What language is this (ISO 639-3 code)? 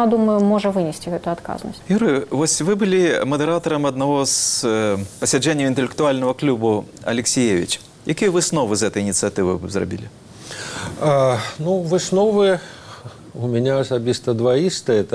bel